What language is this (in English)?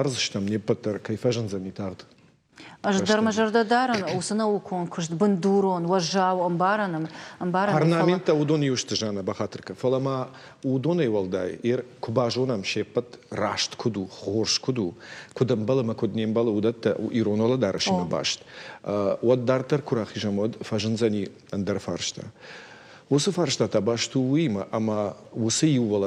Ossetic